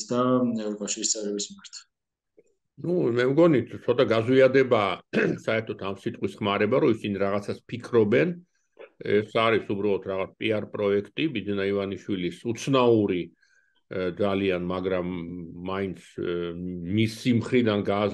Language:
Georgian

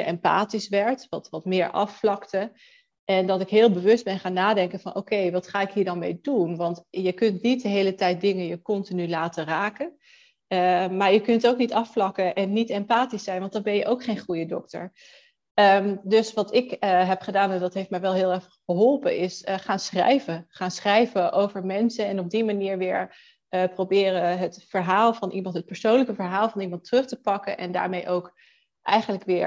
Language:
Dutch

